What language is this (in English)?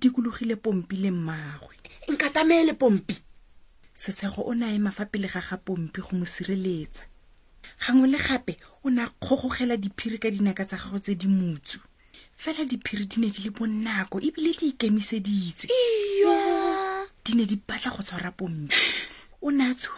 Tswana